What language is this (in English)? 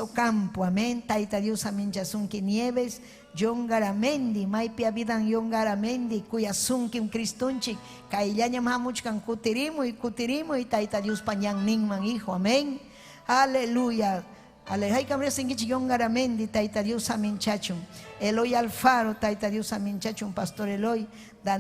Ayacucho Quechua